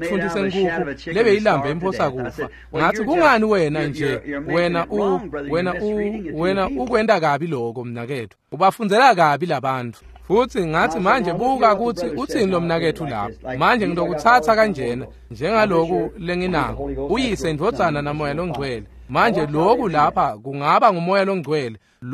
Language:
Swati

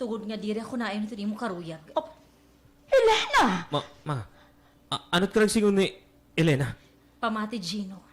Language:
Waray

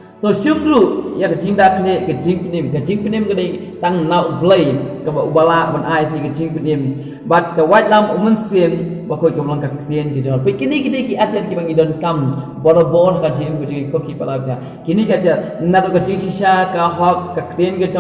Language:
Khasi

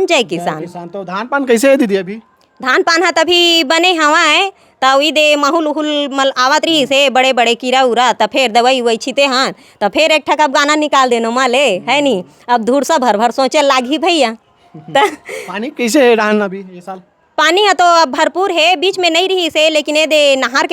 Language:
Chhattisgarhi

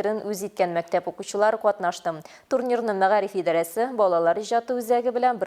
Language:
Tatar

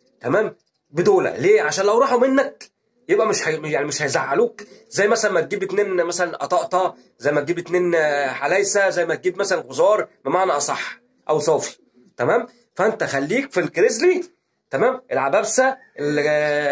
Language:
Egyptian Arabic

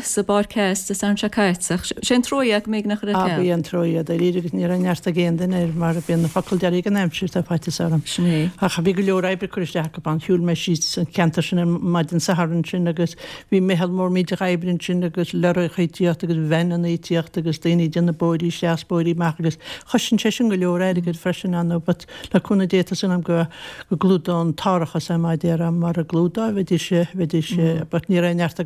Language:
Irish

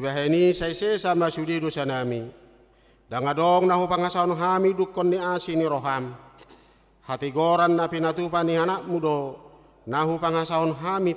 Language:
Batak Toba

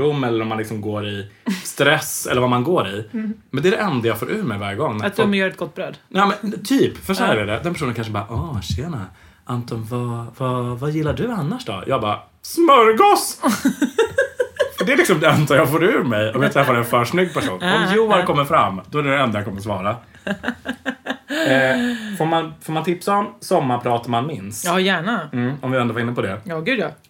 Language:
Swedish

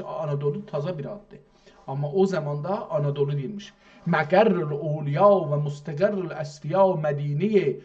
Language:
South Azerbaijani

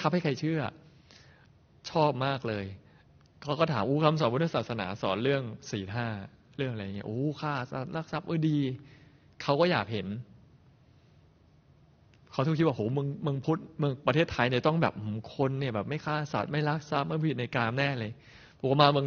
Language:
Thai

